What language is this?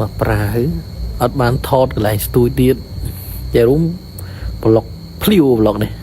Khmer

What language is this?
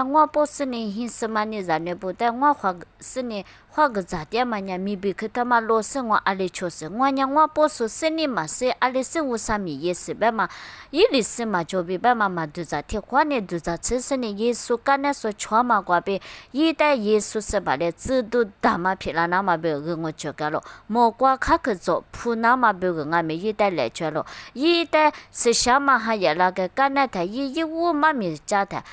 Lisu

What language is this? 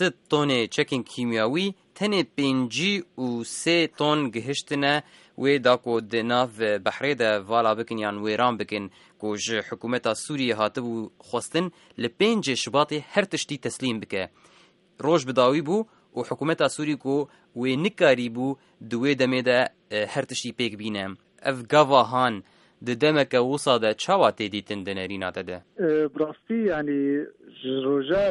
Kurdish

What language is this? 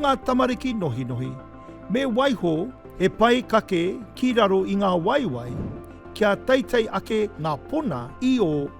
Māori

